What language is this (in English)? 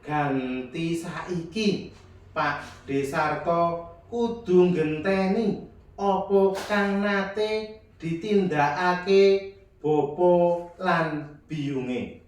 Javanese